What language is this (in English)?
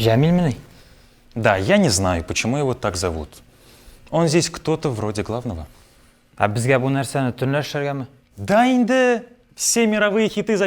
Tatar